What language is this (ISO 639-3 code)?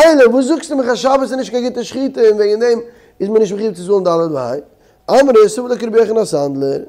yid